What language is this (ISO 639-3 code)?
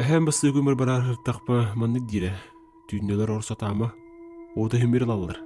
sah